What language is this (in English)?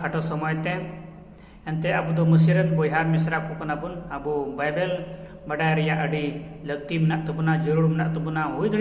Santali